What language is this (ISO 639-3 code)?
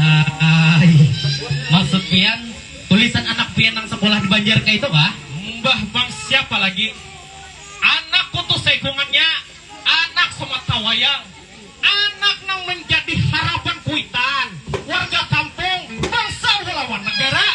bjn